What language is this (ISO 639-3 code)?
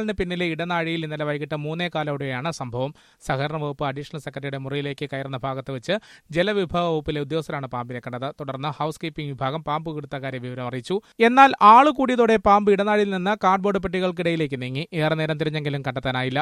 mal